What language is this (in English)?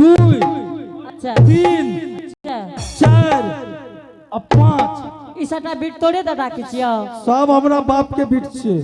Angika